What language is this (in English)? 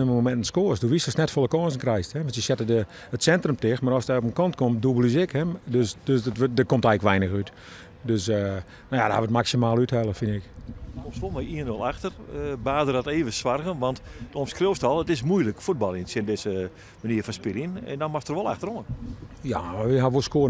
Western Frisian